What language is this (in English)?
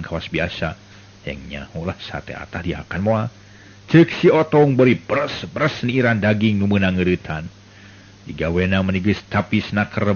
Sundanese